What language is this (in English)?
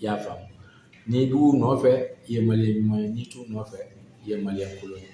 Bambara